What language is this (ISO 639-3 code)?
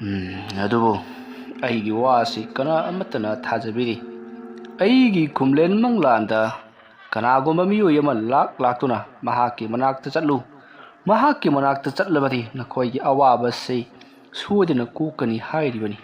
mni